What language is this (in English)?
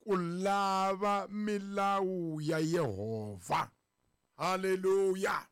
Tsonga